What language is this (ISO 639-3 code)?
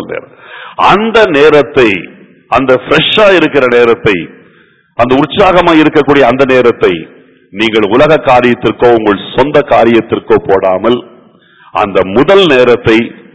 tam